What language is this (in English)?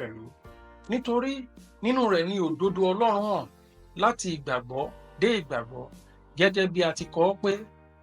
Yoruba